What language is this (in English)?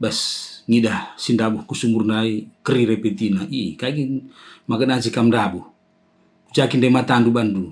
Batak Karo